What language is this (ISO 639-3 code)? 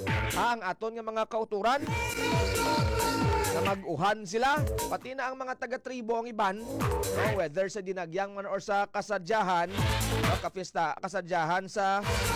hil